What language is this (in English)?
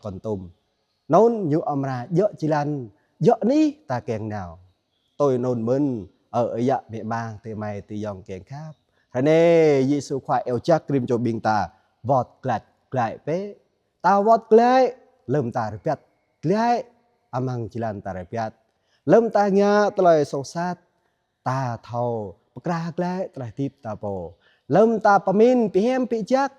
Jarai